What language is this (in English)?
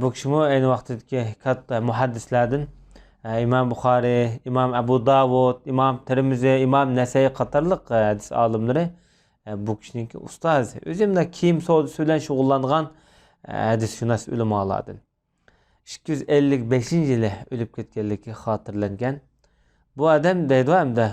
Uyghur